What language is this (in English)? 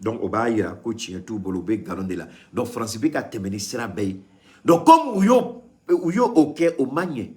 Bambara